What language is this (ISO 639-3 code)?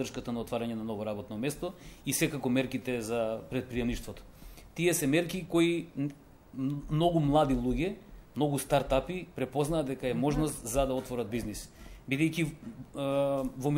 mkd